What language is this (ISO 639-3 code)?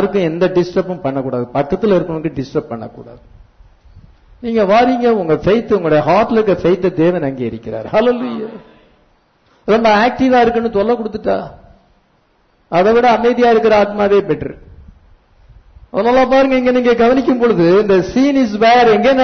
tam